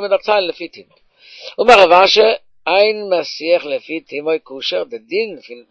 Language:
Yiddish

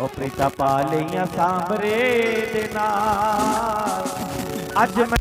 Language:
Dogri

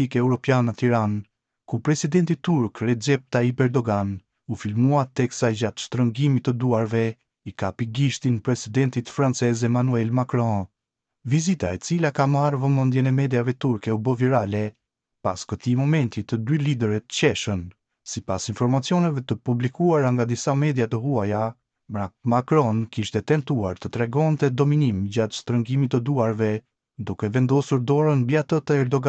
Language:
Albanian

